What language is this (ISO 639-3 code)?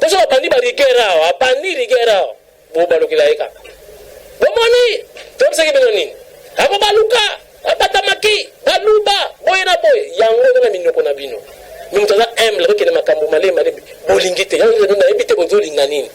lin